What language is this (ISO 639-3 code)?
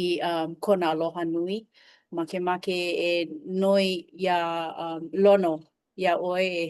haw